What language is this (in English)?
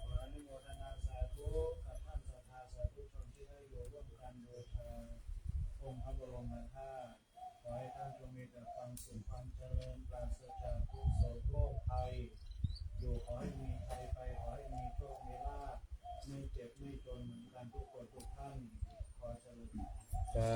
Pali